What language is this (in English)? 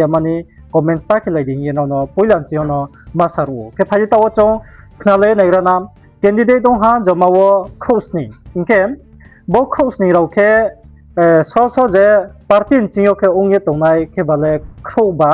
Riang (India)